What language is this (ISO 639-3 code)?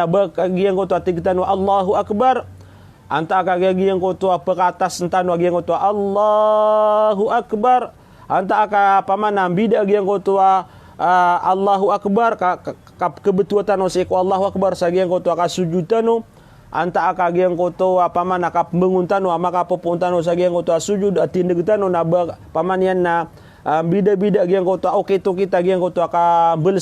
mrw